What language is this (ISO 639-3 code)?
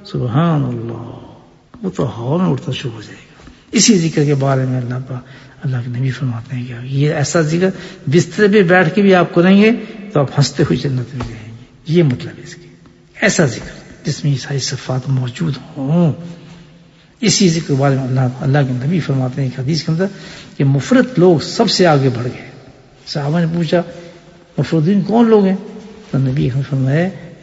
urd